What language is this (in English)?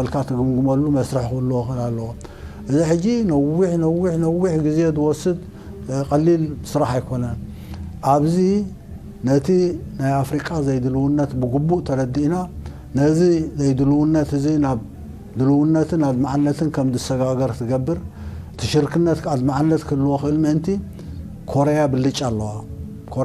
Tigrinya